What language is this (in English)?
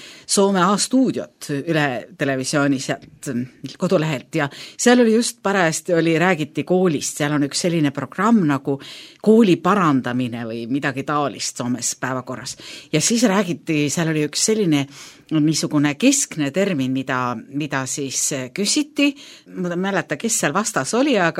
Estonian